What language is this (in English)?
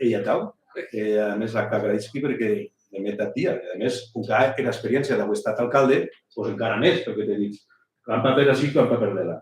Occitan